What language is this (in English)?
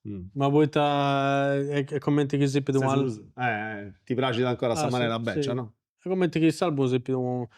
Sardinian